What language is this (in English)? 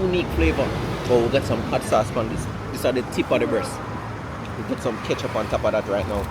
Jamaican Creole English